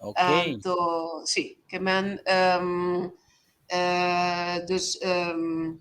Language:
Papiamento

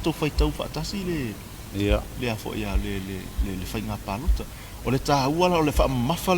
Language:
Samoan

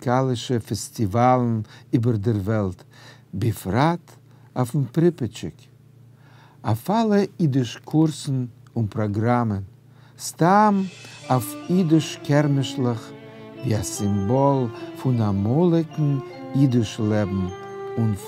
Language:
Yiddish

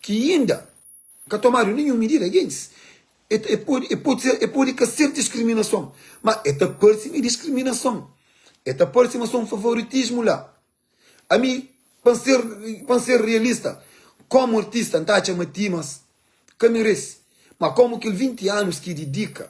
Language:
Kabuverdianu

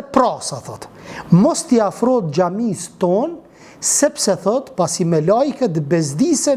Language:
Albanian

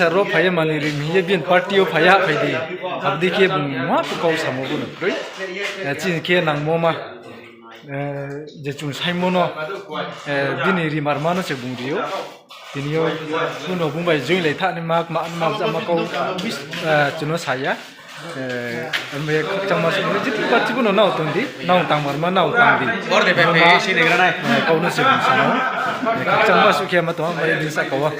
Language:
Riang (India)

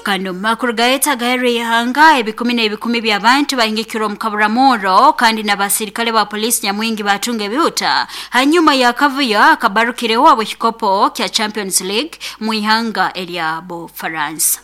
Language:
Nyoro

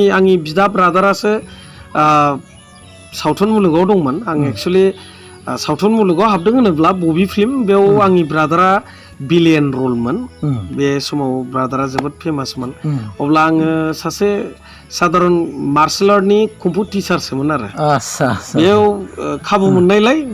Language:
Bodo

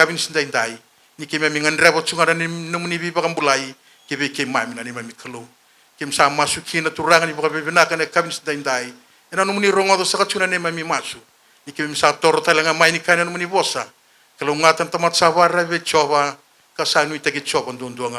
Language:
Fijian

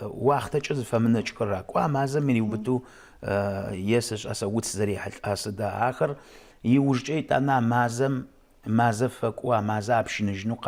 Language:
Adyghe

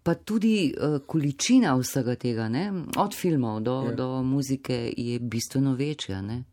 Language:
Slovenian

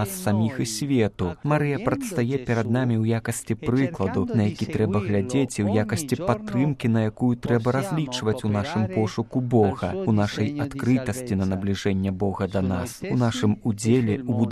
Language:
Belarusian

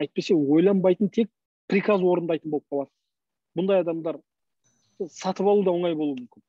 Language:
Kazakh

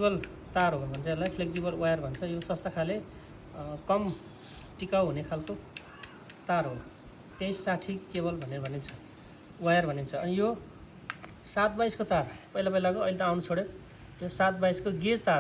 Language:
Nepali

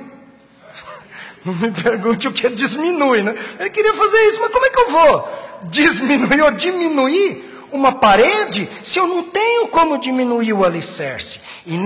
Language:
Portuguese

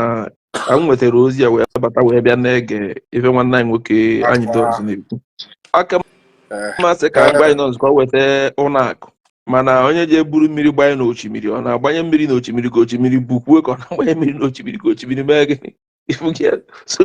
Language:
Igbo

